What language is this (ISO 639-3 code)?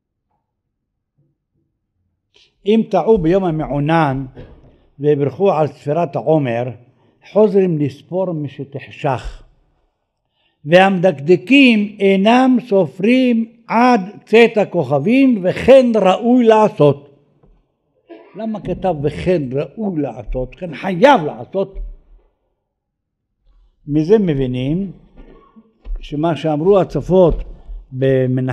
heb